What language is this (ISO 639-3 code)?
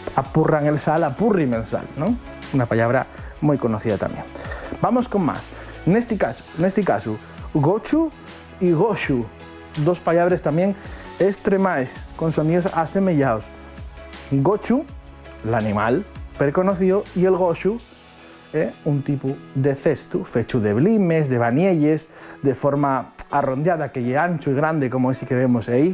ast